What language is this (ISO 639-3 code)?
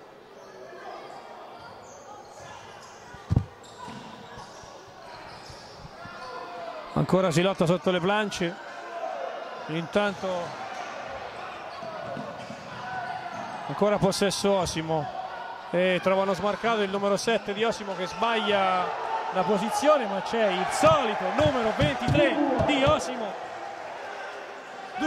ita